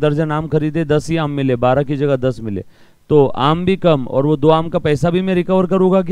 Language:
Hindi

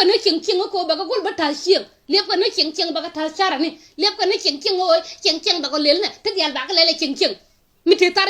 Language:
Nuer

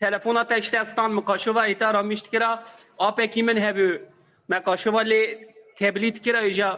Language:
Kurdish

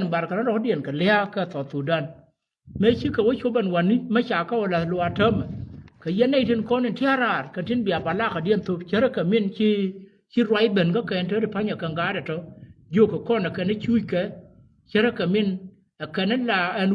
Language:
Nuer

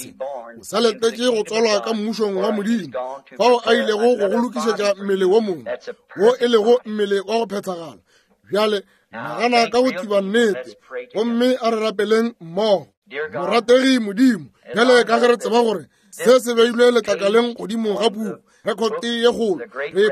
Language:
Northern Sotho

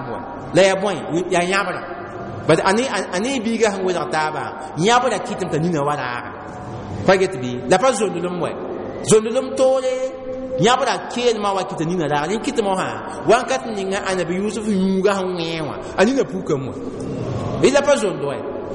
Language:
Mossi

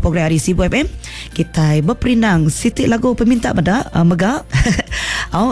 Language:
Iban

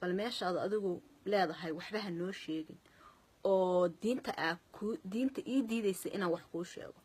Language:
Somali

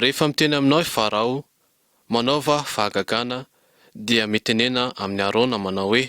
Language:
Malagasy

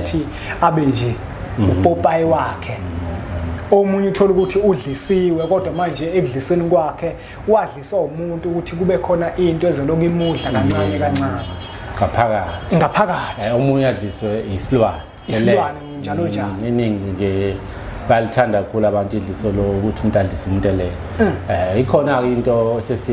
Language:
Zulu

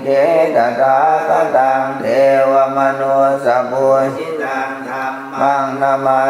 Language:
Pali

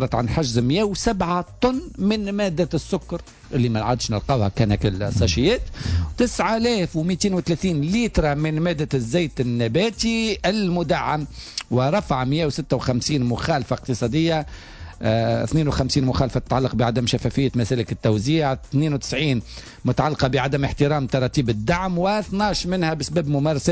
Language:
Tunisian Arabic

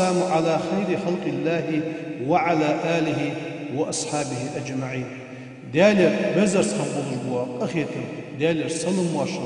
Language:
Ingush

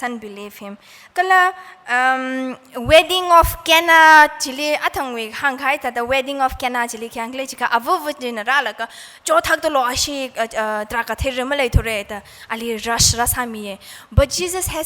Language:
Tangkhul Naga (India)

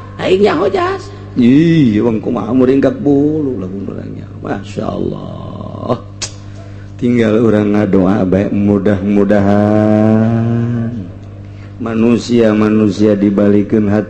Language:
Sundanese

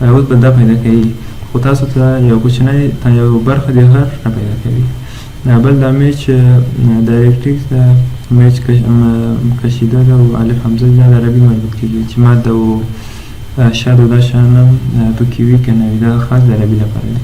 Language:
Pashto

